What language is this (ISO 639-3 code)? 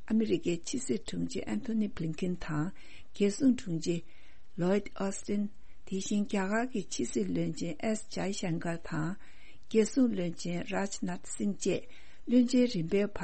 bod